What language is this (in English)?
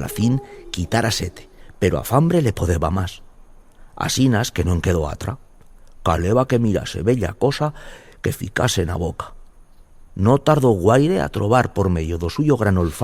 Aragonese